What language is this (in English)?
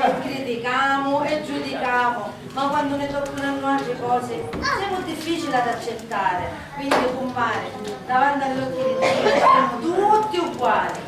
Sicilian